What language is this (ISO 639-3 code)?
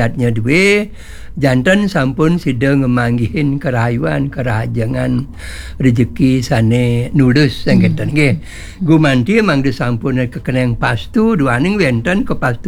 ban